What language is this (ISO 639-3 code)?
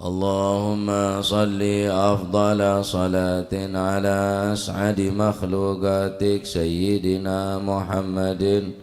mad